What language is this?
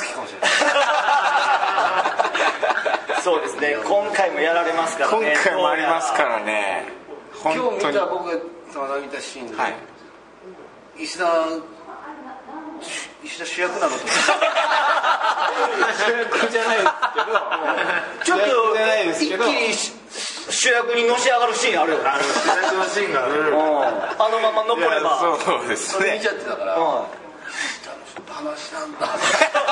Japanese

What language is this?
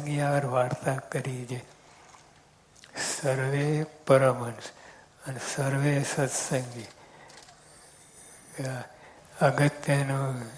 Gujarati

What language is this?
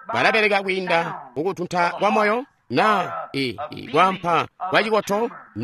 Tonga (Zambia)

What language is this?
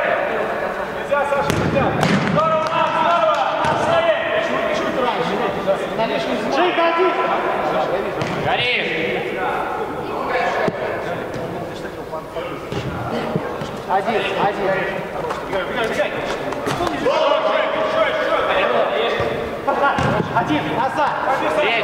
Russian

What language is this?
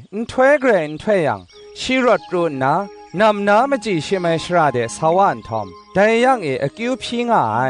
Kachin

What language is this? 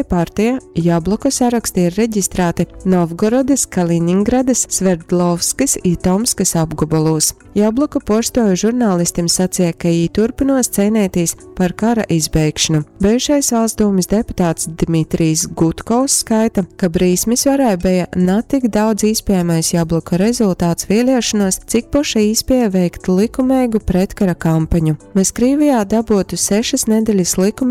Latgalian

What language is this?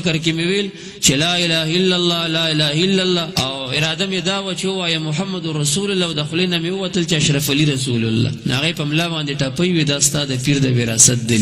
Pashto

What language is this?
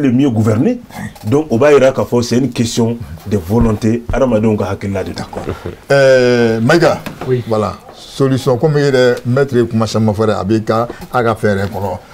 Bambara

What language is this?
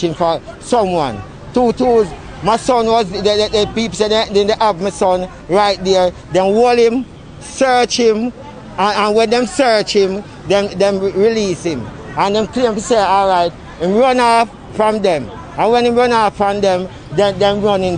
Jamaican Creole English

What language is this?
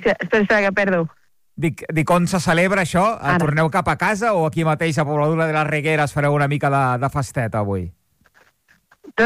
Catalan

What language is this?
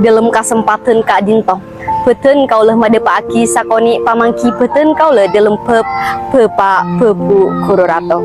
Madurese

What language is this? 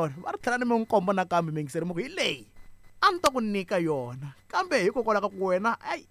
Tsonga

